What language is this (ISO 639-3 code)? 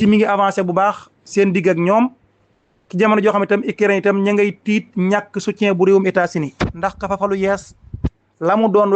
wol